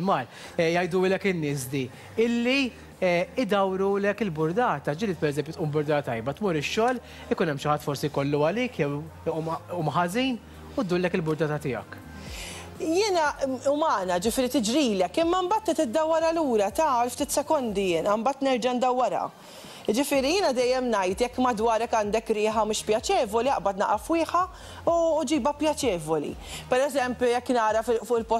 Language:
Maltese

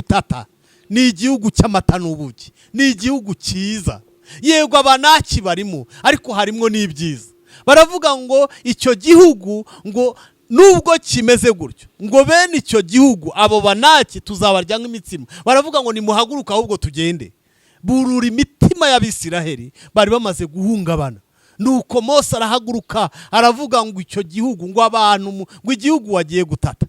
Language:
Kinyarwanda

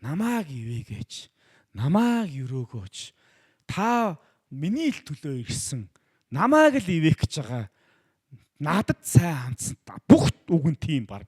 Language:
Mongolian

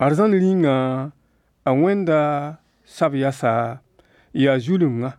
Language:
Mossi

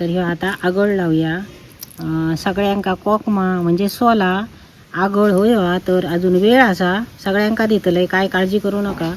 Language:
Konkani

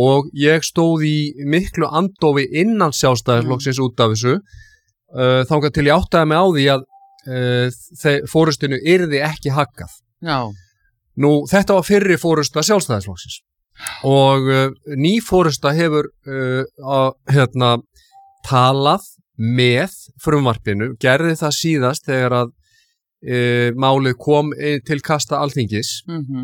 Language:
Icelandic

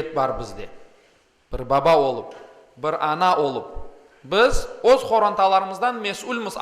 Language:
Crimean Tatar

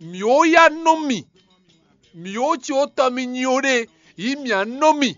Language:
Fon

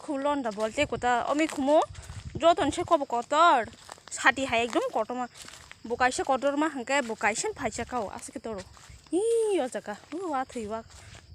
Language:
Kok Borok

